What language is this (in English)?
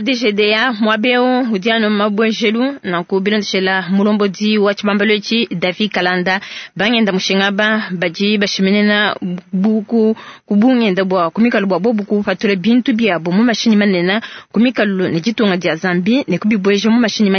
Luba-Lulua